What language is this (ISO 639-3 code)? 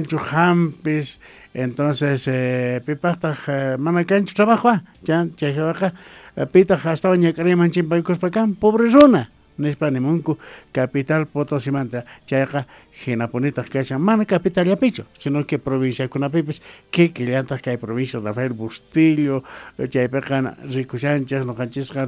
que